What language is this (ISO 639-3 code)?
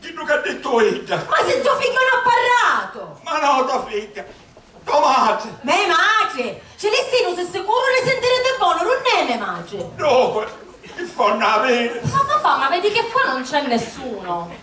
scn